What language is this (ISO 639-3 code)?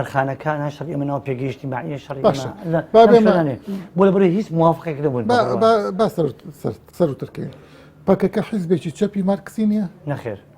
ckb